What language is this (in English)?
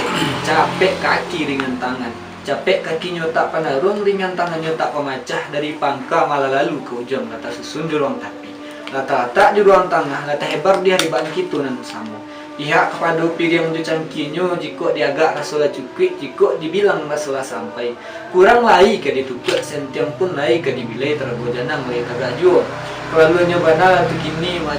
Minangkabau